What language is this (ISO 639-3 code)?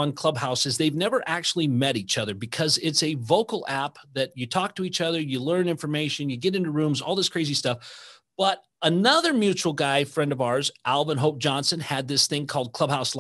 eng